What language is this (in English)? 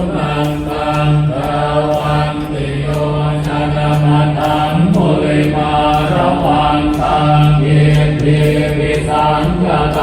Pali